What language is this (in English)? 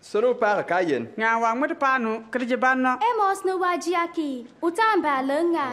Bimoba